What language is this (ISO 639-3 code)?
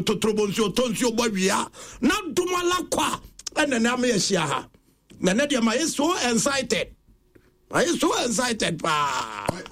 aka